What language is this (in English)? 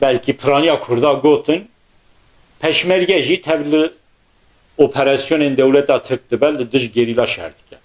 Kurdish